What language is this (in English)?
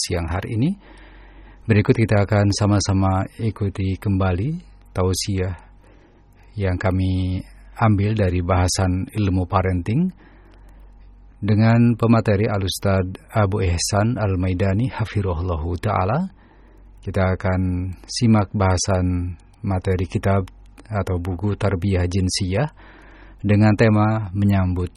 Indonesian